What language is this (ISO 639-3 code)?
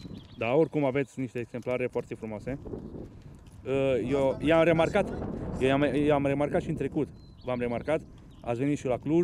ron